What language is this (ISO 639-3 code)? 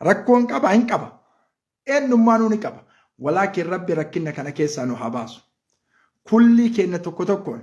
orm